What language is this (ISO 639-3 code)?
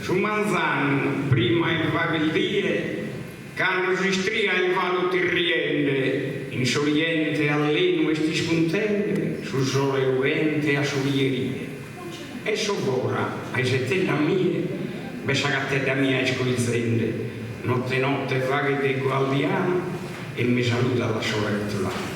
srd